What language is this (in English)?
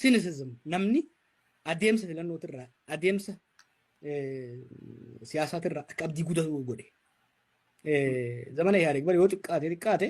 Oromo